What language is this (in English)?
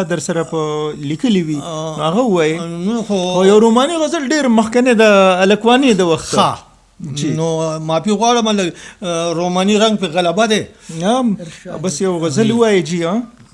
Pashto